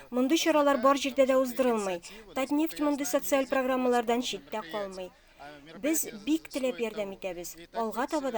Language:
Tatar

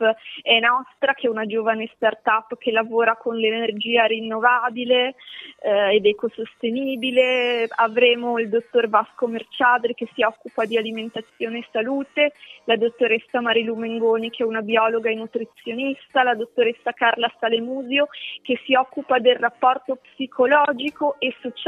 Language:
Italian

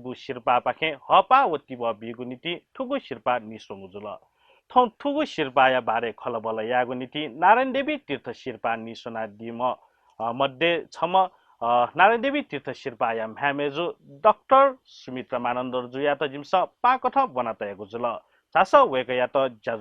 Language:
Newari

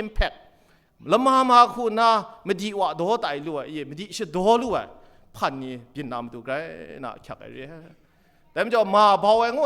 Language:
Kachin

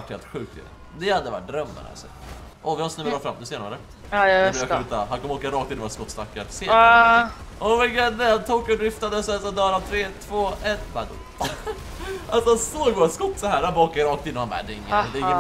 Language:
Swedish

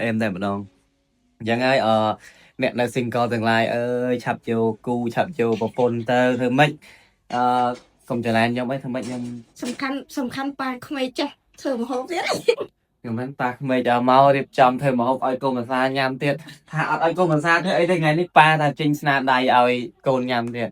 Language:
Khmer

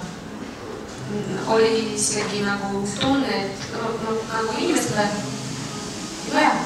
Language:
Estonian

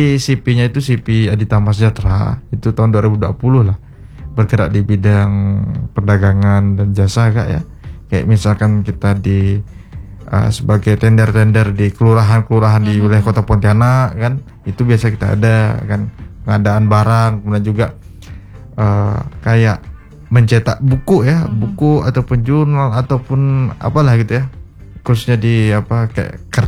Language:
Indonesian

